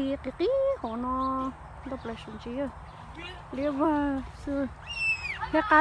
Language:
Hmong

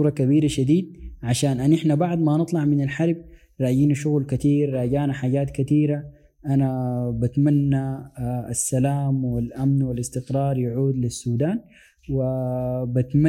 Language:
Sudanese Arabic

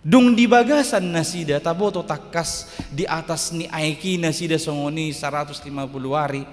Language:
Batak Toba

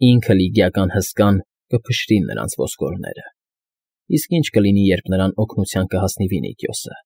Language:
Armenian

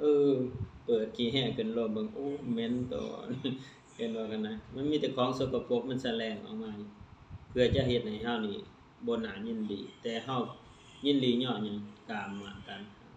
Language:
Lao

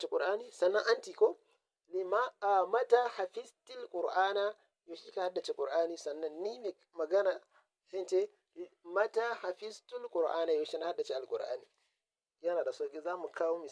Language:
Hausa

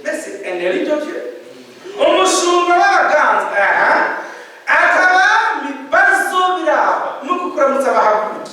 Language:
Rundi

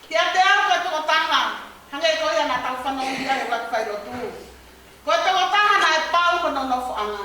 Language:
Tongan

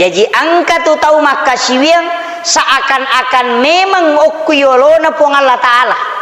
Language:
Buginese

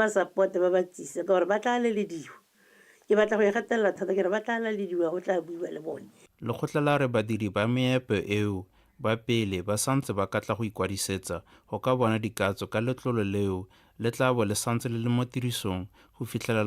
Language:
Tswana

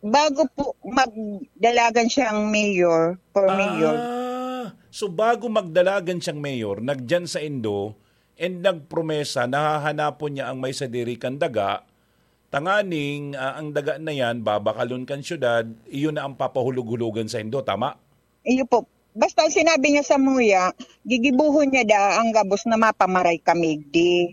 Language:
Bikol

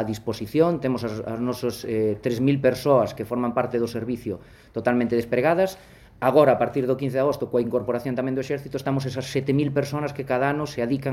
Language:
Galician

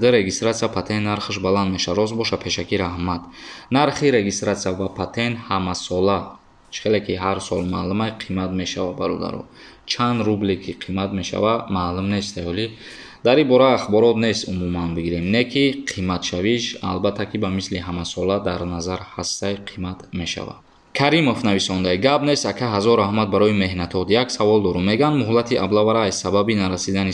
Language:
Tajik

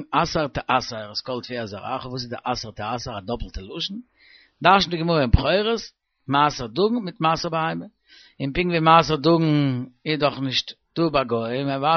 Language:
Yiddish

